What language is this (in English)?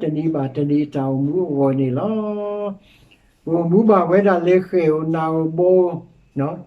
S'gaw Karen